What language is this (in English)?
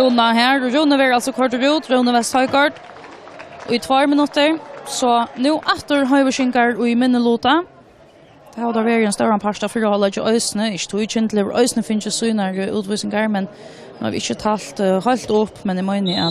Faroese